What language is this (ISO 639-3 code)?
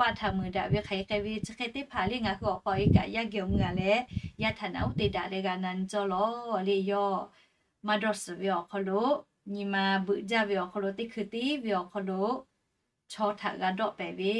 lhu